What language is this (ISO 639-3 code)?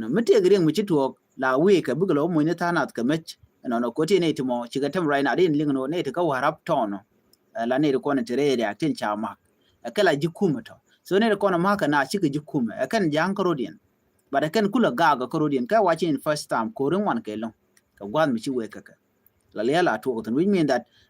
nus